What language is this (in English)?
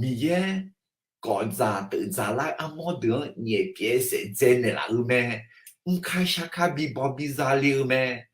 Akha